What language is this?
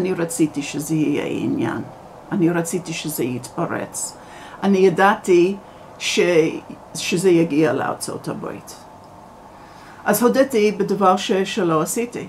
Hebrew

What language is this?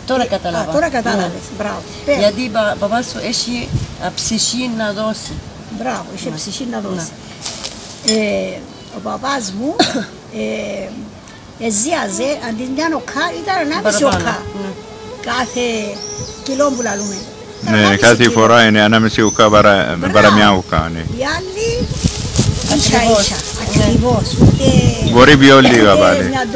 Greek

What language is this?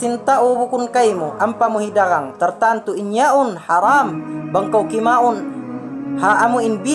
Tausug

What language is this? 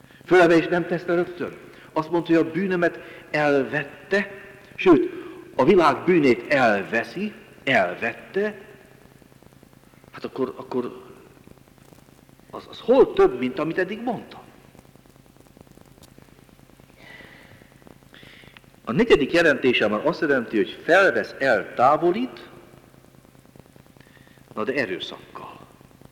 Hungarian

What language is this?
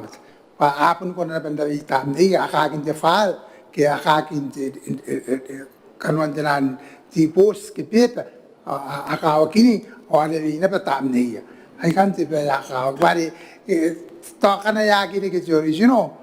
Gilbertese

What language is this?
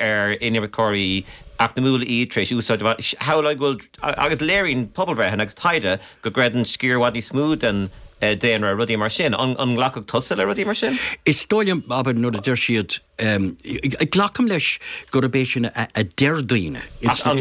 Irish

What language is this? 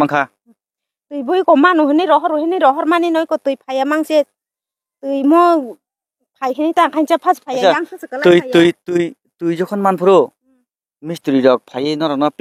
Kok Borok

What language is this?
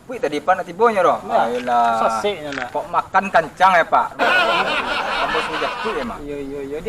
Minangkabau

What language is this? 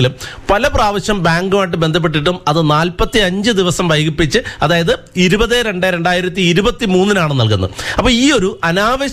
Malayalam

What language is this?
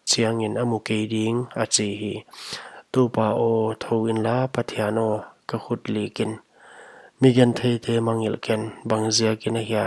Paite Chin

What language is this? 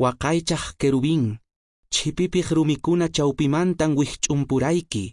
Quechua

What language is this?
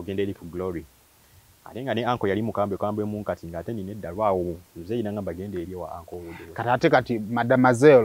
Ganda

